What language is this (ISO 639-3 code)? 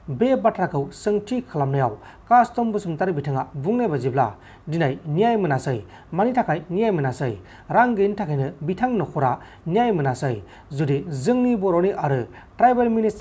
brx